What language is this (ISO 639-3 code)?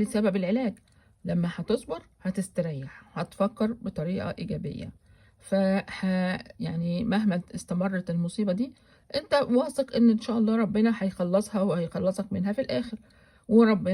arz